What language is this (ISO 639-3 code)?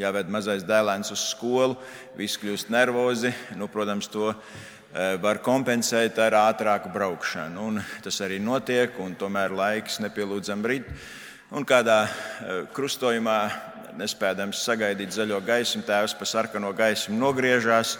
lav